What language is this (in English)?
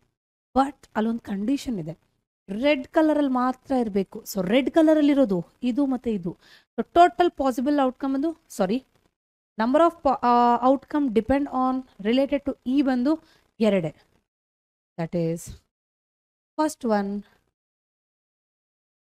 Kannada